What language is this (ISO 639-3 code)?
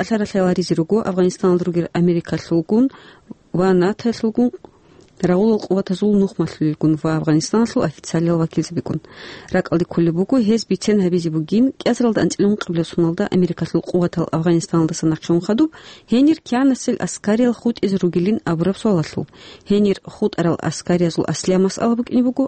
ava